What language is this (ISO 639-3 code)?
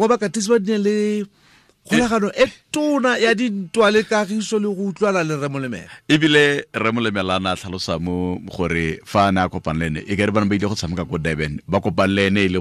tsn